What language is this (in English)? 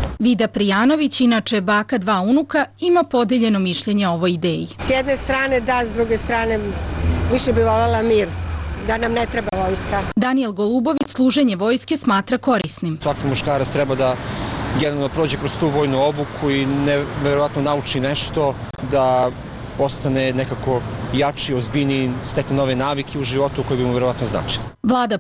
Serbian